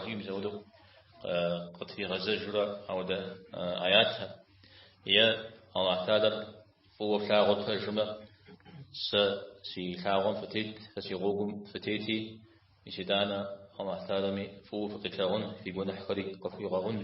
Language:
Kabardian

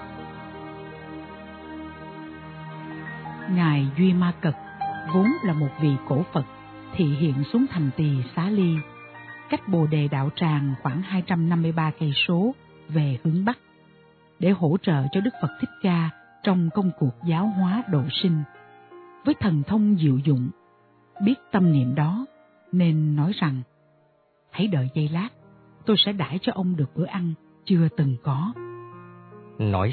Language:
Vietnamese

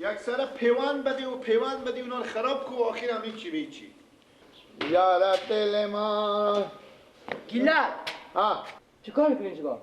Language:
Persian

